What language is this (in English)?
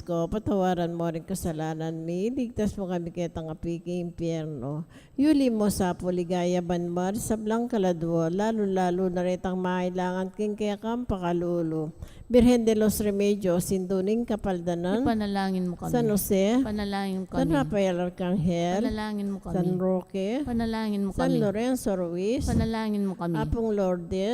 Pampanga